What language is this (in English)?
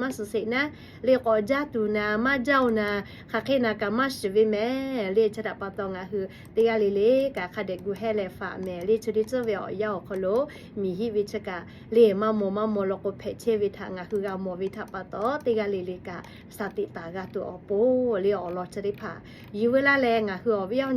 Lahu